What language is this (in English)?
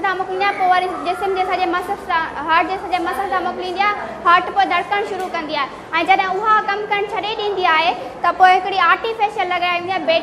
Sindhi